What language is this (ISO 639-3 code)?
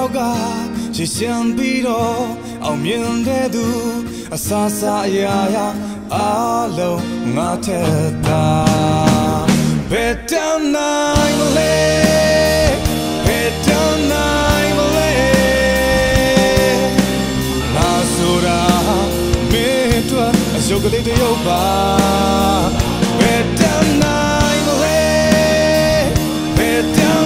mya